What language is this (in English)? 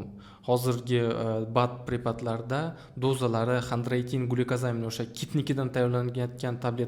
Uzbek